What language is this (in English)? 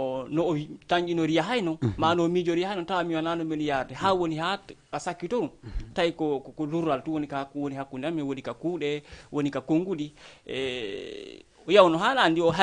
Fula